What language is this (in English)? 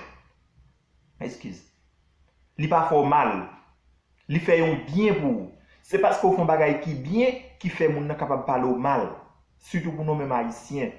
Haitian Creole